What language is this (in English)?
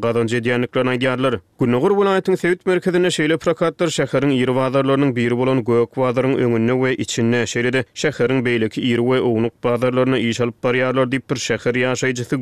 Turkmen